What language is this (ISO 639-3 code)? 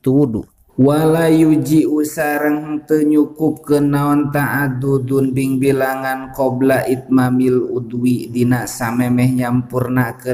sun